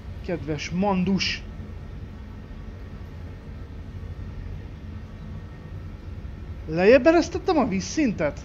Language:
Hungarian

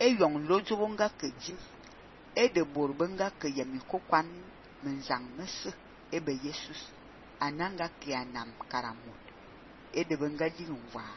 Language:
Fang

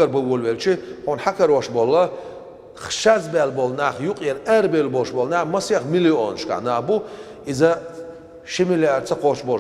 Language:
Chechen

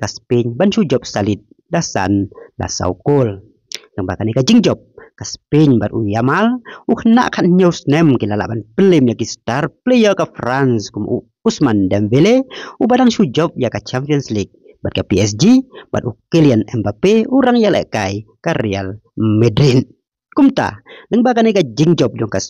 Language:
Khasi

